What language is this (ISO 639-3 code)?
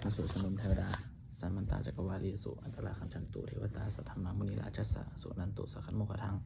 pli